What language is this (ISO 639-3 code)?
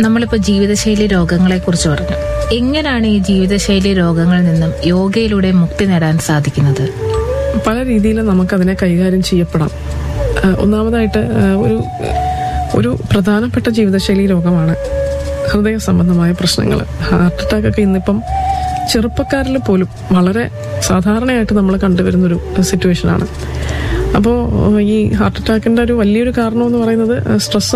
mal